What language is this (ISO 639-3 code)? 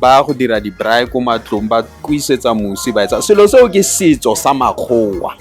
tsn